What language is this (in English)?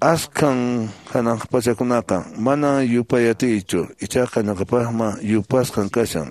Quechua